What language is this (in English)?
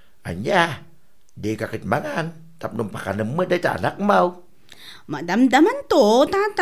Iloko